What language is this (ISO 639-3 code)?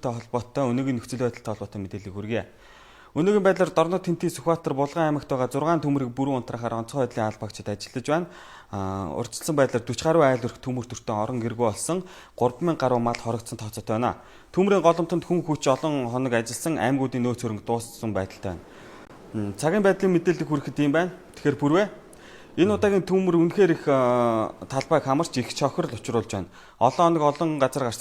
mon